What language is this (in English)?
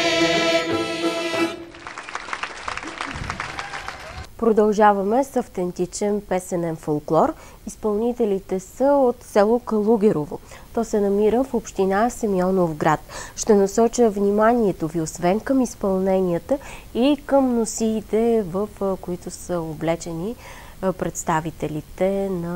Bulgarian